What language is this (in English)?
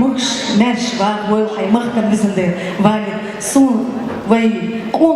Chechen